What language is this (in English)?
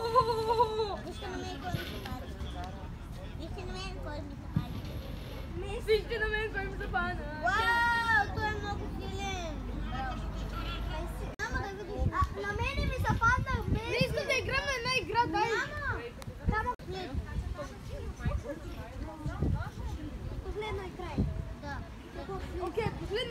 Bulgarian